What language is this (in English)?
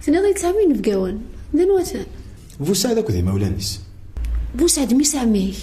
Kabyle